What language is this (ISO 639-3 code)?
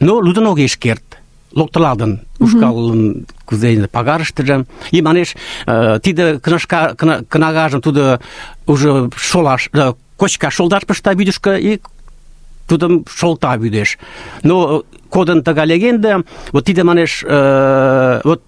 chm